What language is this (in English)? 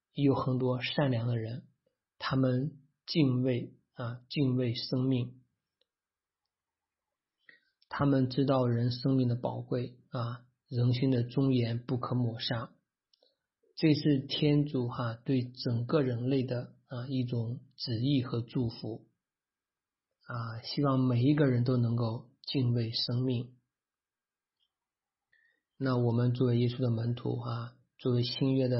Chinese